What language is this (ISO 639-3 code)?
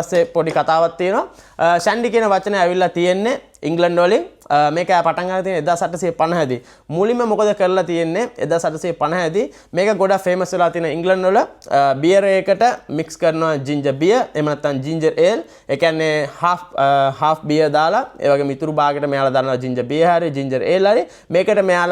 sin